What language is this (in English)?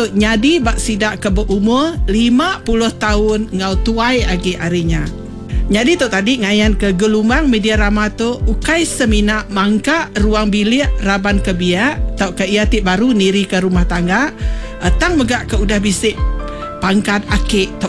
Iban